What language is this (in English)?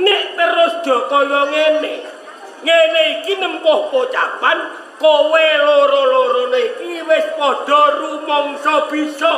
Javanese